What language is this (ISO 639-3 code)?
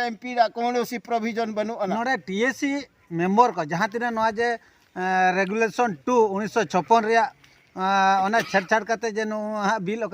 sat